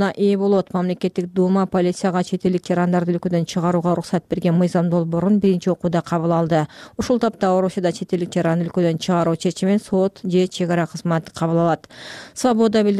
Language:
Kyrgyz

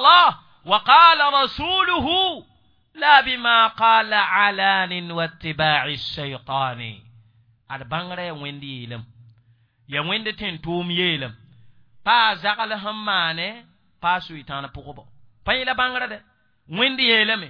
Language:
Mossi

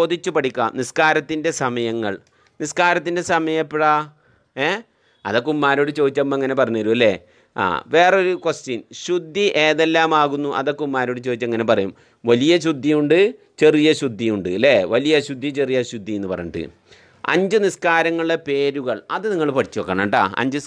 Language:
Malayalam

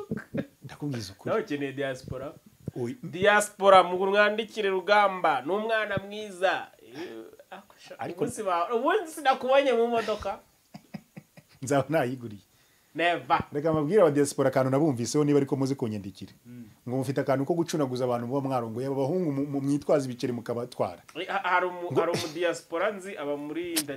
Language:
Kinyarwanda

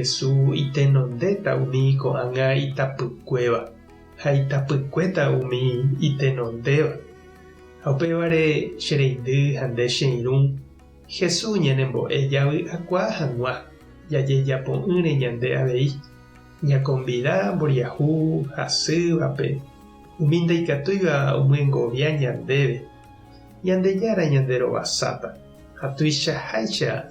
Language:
Guarani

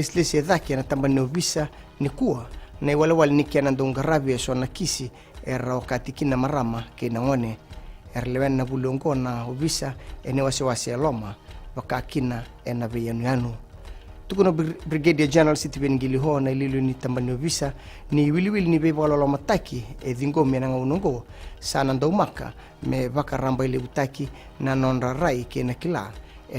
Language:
Fijian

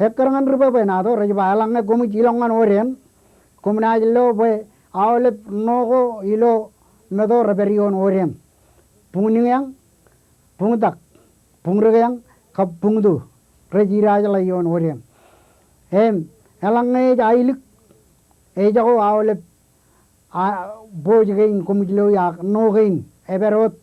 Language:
Marshallese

